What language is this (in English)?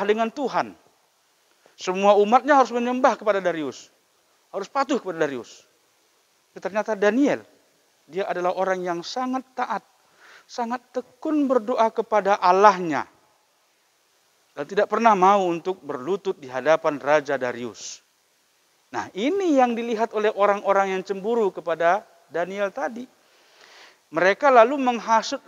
Indonesian